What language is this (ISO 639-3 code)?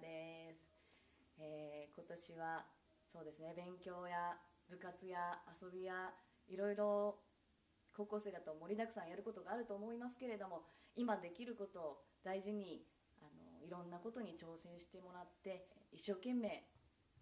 jpn